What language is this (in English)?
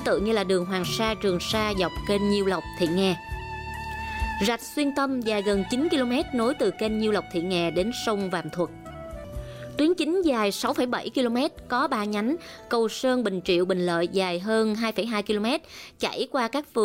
Vietnamese